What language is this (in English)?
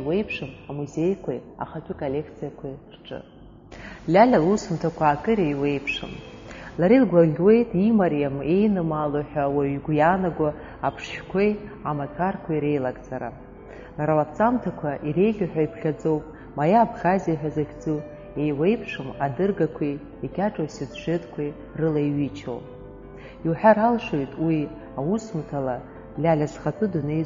Abkhazian